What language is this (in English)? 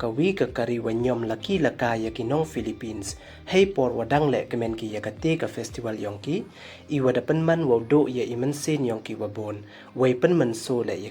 Pnar